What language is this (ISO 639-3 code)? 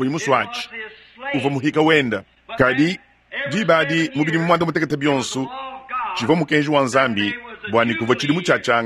lua